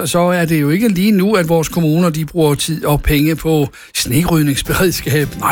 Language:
Danish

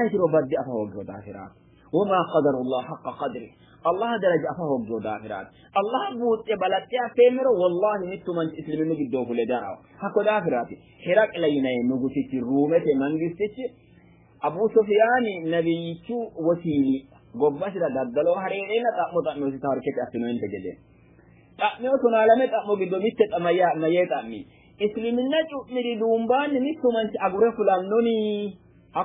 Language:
Sidamo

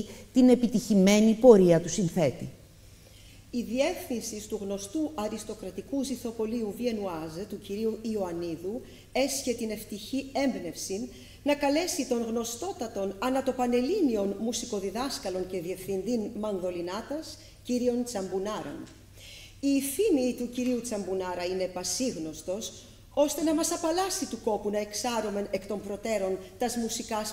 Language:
Greek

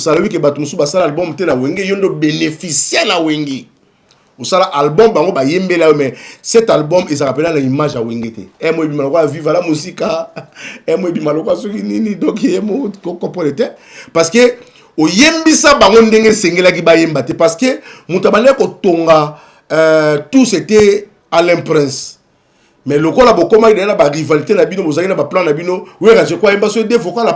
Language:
Lingala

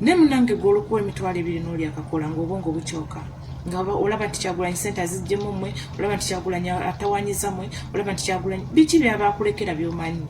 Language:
Ganda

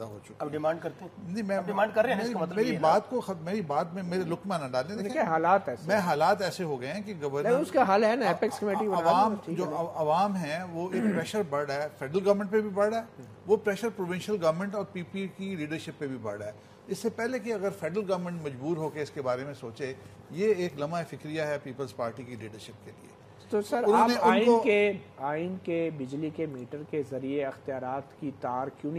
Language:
Urdu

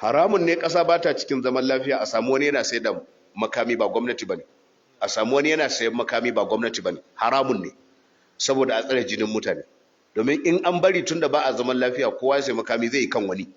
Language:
Hausa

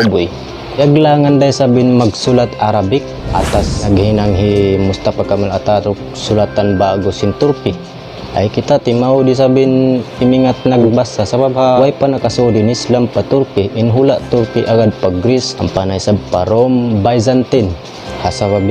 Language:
Tausug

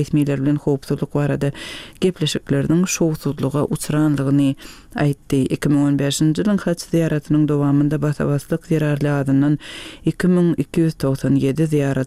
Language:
Turkmen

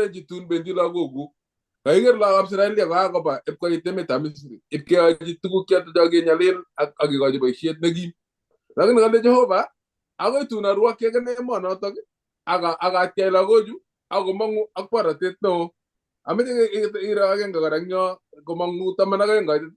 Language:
Kalenjin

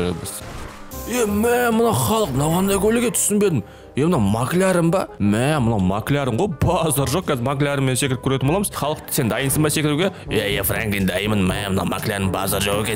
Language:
Kazakh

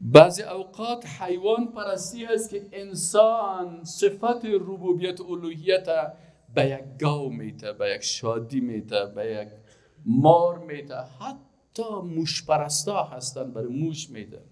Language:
Persian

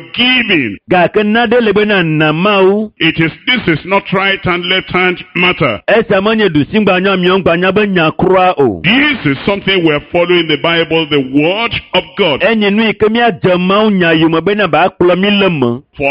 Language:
Ewe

